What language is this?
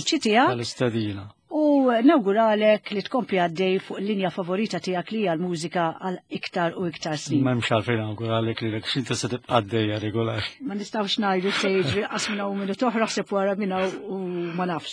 Maltese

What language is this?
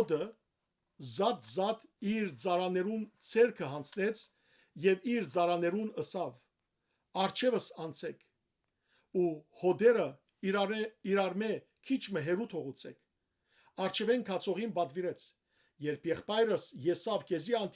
Western Armenian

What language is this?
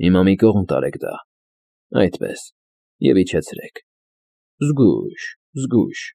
Armenian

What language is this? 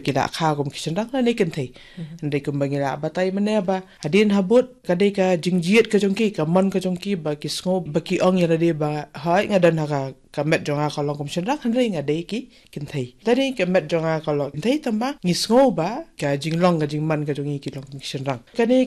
Khasi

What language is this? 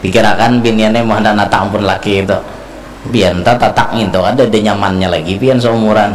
Banjar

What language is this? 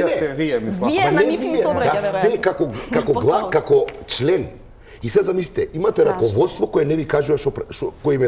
Macedonian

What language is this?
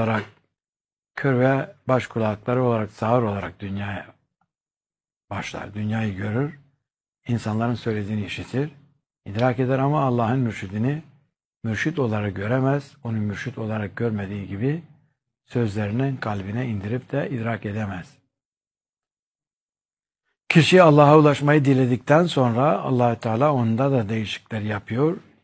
Turkish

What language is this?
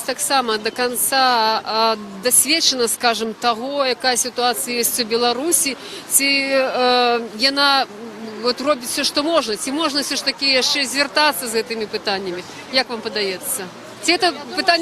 Belarusian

